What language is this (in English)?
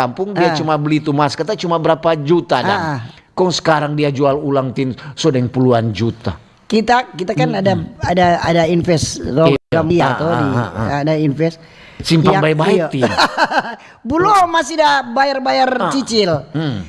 Manado Malay